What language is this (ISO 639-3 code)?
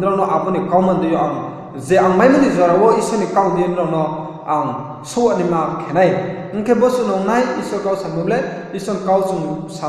ria